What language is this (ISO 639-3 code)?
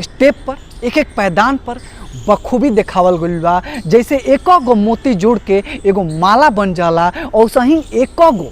bho